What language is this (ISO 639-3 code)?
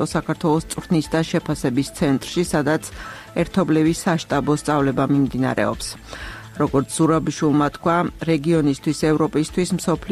kat